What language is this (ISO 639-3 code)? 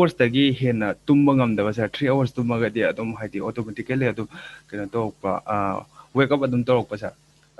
mni